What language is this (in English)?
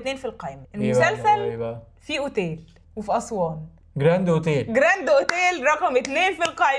Egyptian Arabic